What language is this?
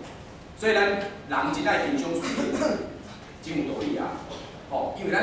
Min Nan Chinese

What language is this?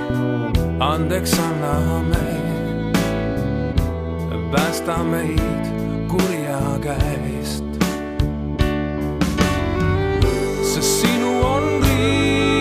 Estonian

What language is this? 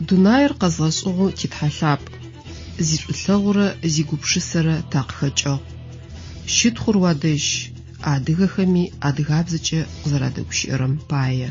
Adyghe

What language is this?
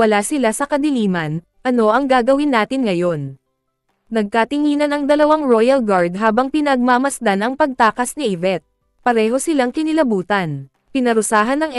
Filipino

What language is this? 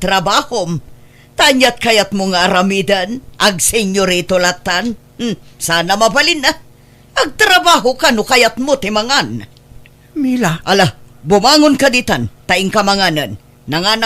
Iloko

